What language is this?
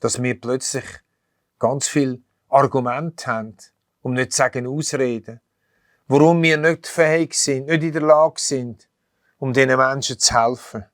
Swiss German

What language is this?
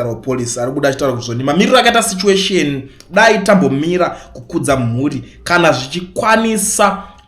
Shona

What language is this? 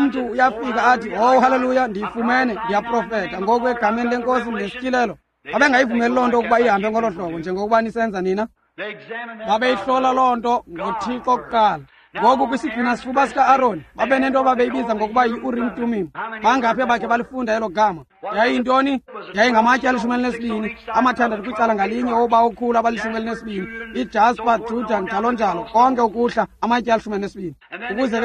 Xhosa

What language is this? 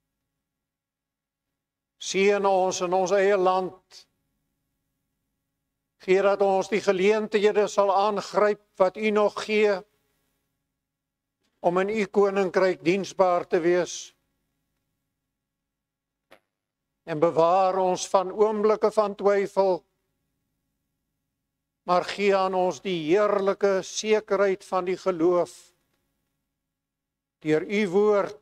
Afrikaans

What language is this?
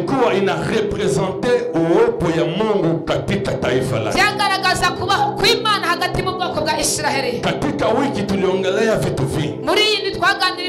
Kinyarwanda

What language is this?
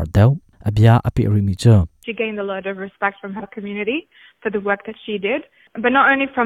Hakha Chin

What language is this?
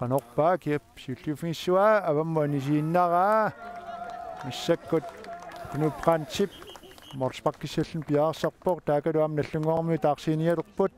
Kalaallisut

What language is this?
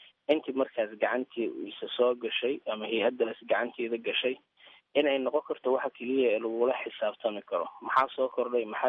Somali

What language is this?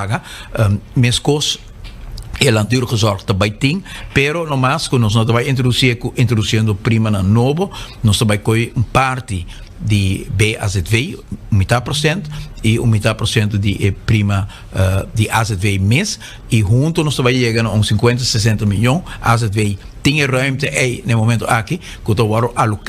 Papiamento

